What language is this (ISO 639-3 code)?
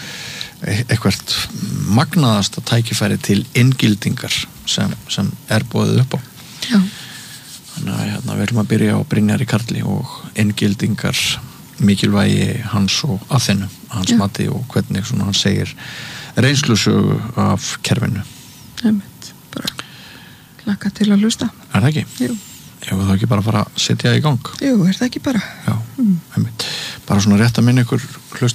isl